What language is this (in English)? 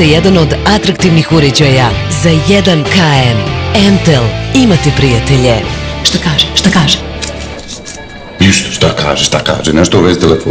Bosnian